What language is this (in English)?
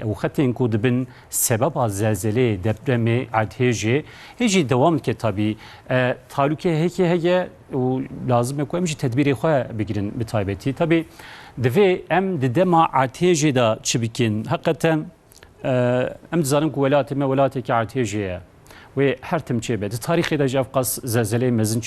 Kurdish